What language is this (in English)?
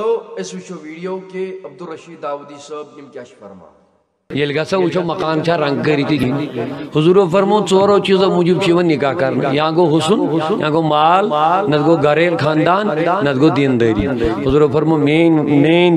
Kashmiri